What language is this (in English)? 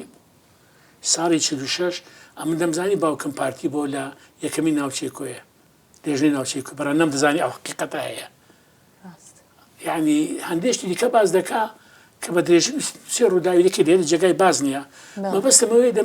Central Kurdish